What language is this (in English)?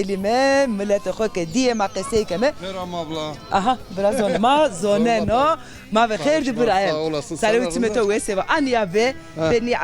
Zaza